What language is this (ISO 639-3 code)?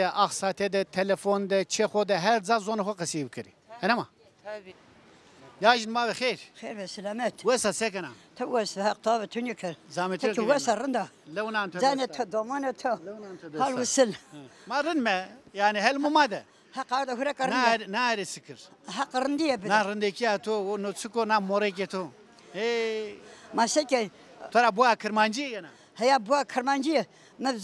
zza